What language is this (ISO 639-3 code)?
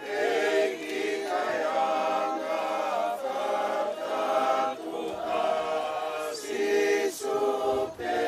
ton